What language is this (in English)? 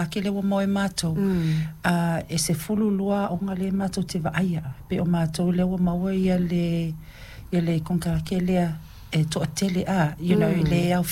Samoan